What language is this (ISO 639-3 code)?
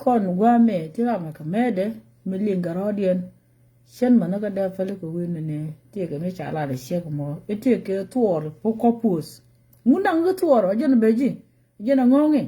nus